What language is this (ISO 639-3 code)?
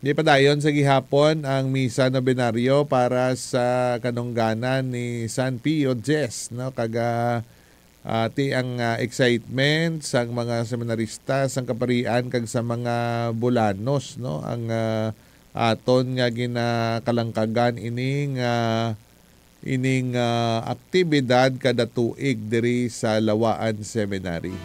hil